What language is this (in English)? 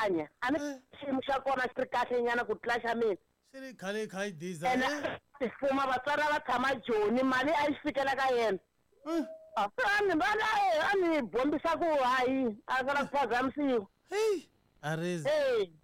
Tsonga